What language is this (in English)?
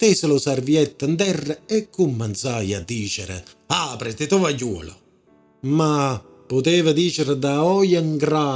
Neapolitan